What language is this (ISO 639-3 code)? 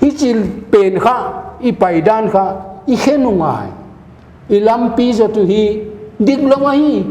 pck